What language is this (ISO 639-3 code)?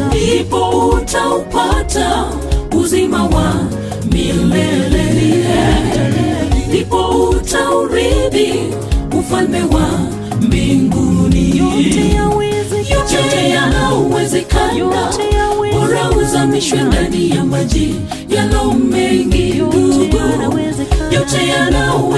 swa